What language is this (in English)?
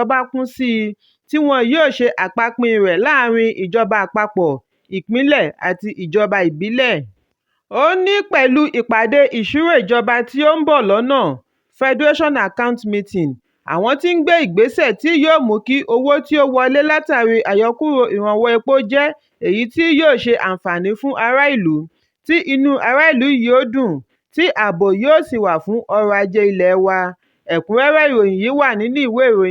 Yoruba